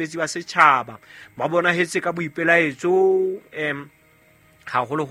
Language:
Southern Sotho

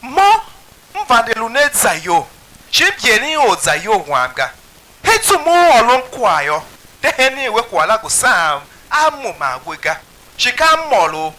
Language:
Tiv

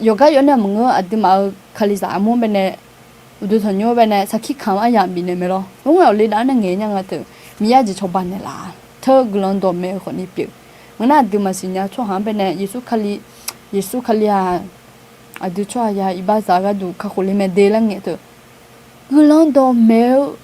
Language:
Akha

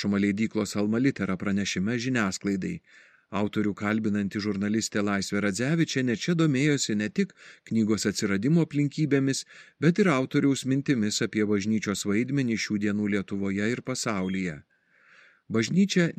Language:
Lithuanian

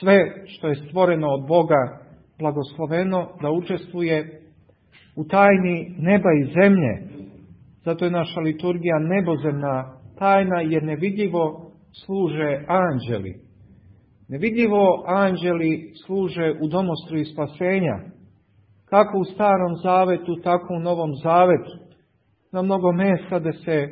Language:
Serbian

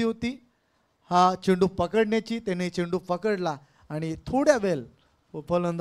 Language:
Marathi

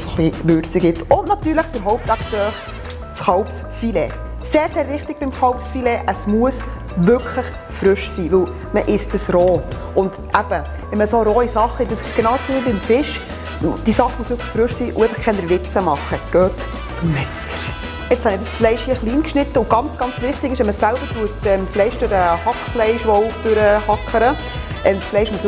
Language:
Swiss German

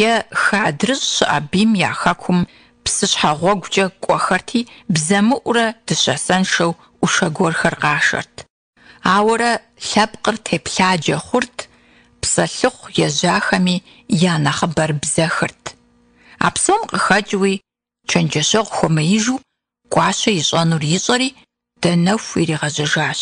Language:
Kabardian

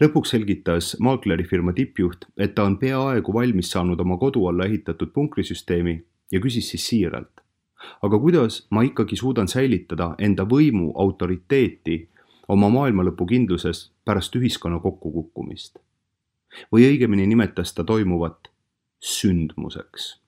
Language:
Estonian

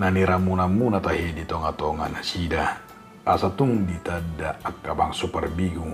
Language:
Batak Toba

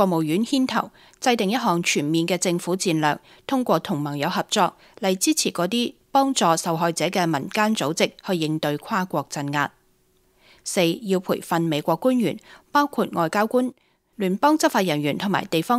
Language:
Cantonese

